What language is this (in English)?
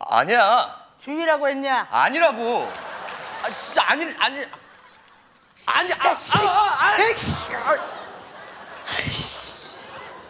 Korean